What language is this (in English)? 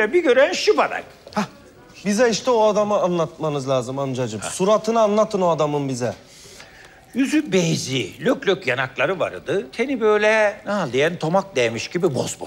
Turkish